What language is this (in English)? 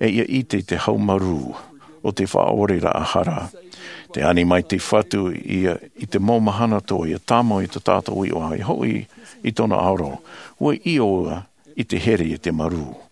Tahitian